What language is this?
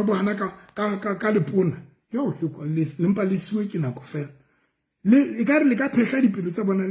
Southern Sotho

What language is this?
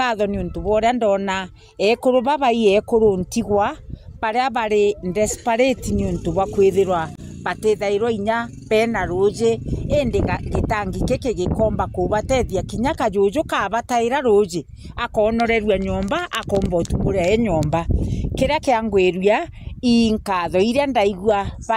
Meru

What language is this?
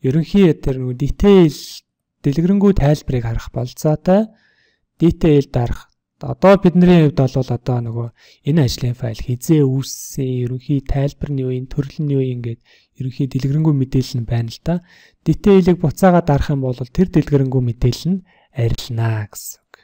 Mongolian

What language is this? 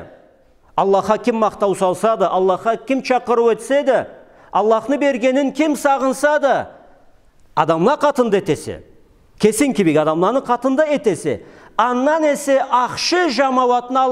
Karachay-Balkar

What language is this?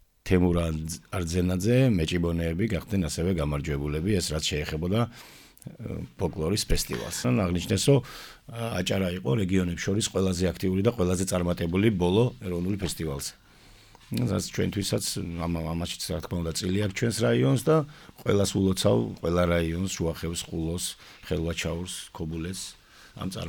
Georgian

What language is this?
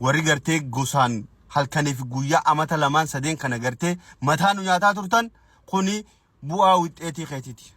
Oromo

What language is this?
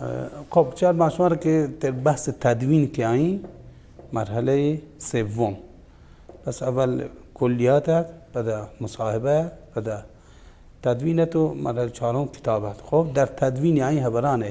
Baluchi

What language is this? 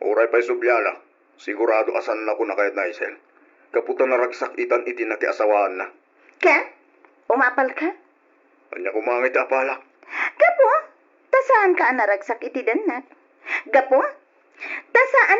Iloko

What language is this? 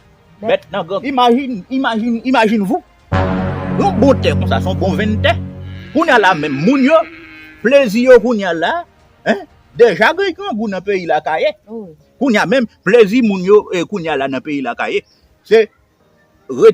Haitian Creole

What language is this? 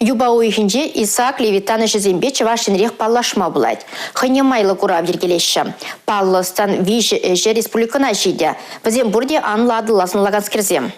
Chuvash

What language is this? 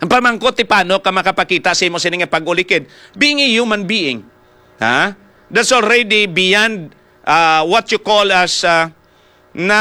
Hiligaynon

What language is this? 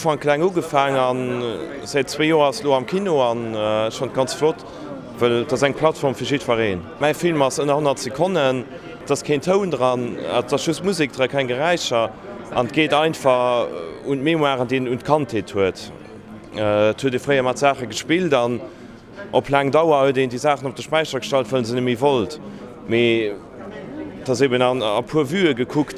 Luxembourgish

